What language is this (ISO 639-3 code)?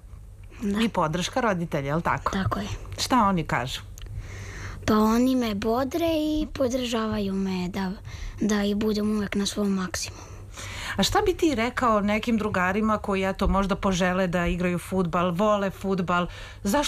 srp